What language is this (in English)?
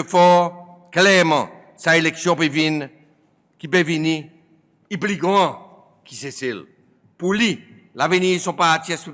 Seselwa Creole French